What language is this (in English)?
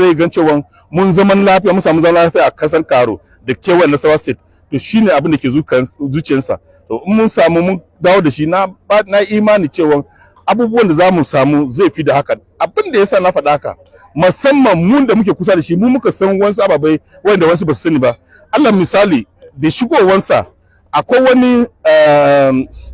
Hausa